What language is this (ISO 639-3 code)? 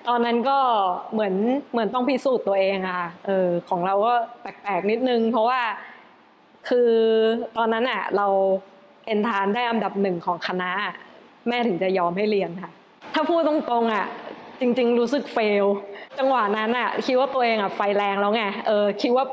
tha